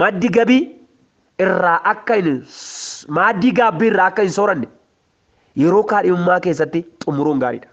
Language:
Oromo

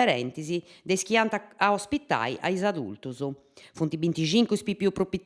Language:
Sardinian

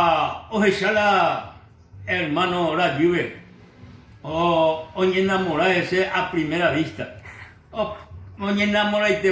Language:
Guarani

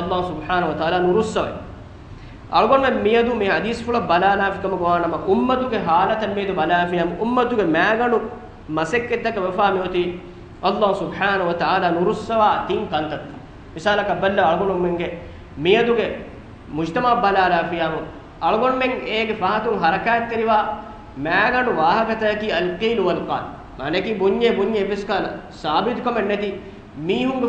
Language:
Divehi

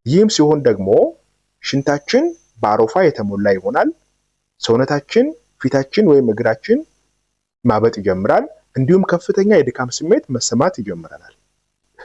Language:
Amharic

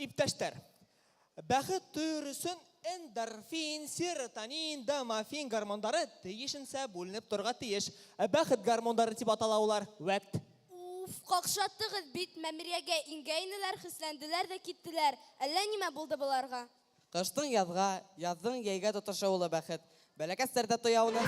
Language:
Bashkir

